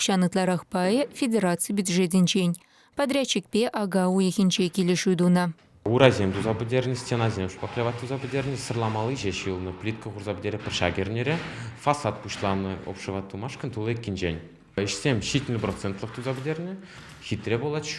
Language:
Chuvash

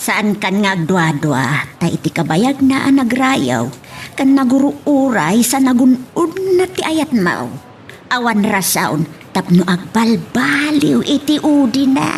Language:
Iloko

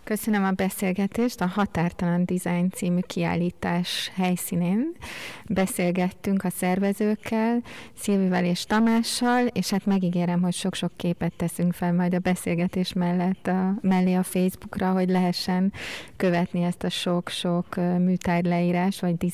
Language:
Hungarian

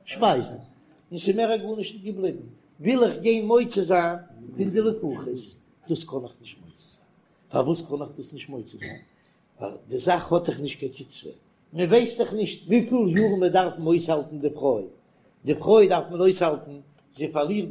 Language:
Yiddish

